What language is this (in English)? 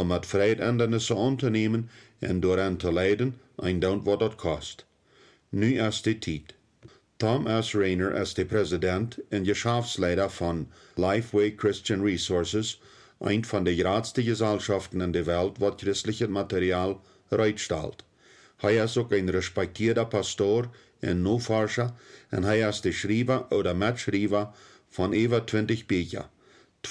Plautdietsch